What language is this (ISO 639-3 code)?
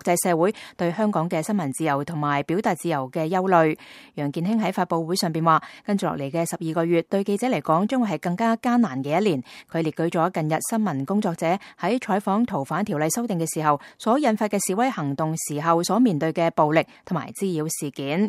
yue